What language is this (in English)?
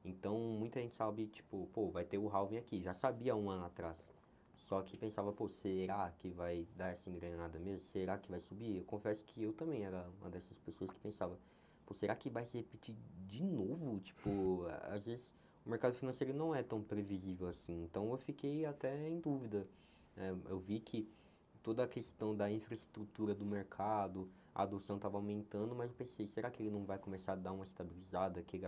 Portuguese